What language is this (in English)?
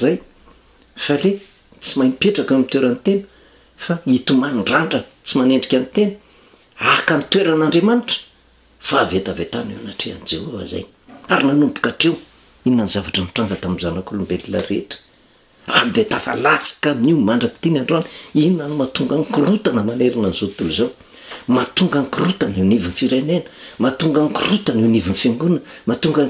Malagasy